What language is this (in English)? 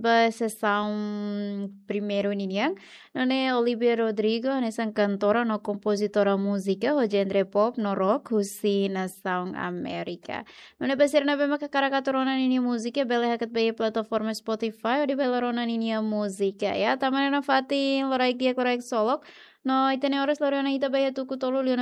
Tetum